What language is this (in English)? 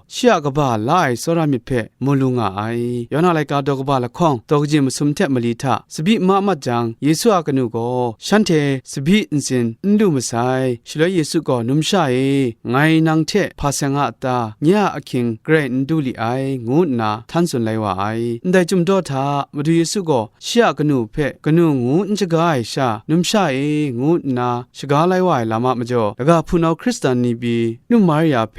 Kachin